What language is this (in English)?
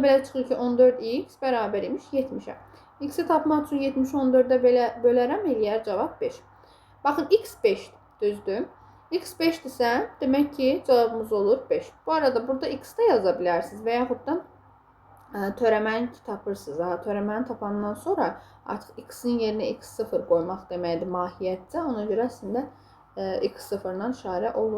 Azerbaijani